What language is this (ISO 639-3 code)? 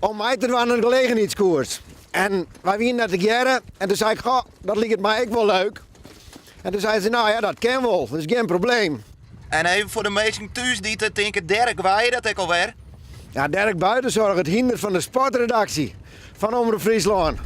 fry